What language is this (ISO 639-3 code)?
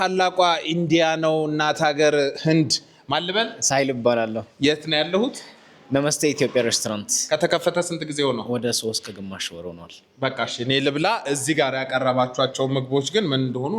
amh